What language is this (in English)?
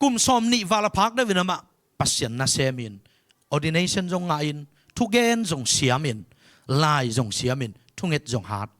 Tedim Chin